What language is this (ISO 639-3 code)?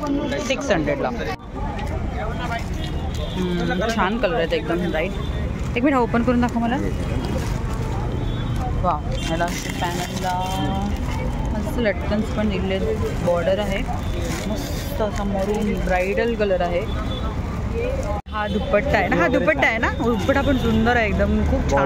mar